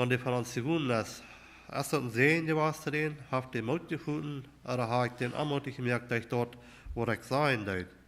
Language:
Plautdietsch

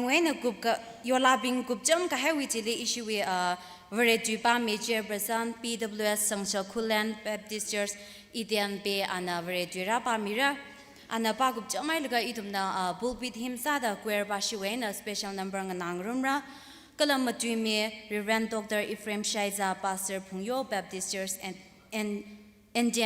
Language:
Tangkhul Naga (India)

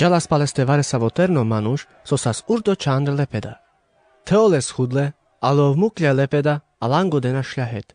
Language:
Carpathian Romani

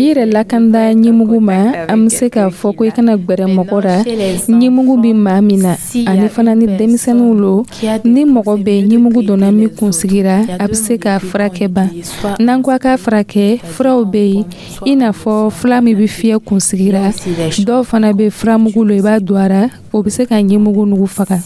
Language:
Dyula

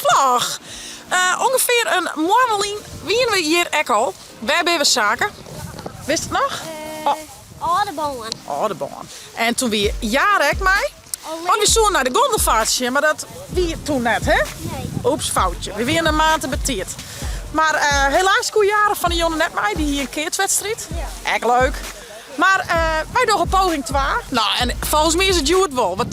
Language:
Western Frisian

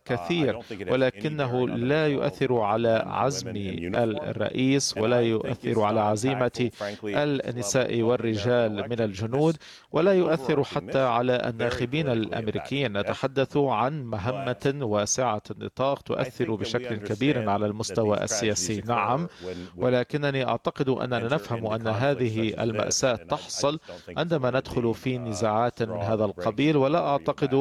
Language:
Arabic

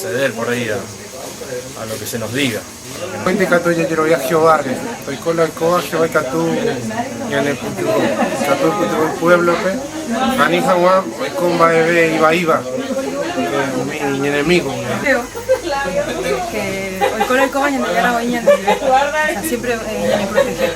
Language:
Guarani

